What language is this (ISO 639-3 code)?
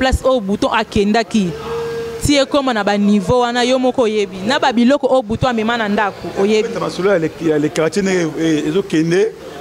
lin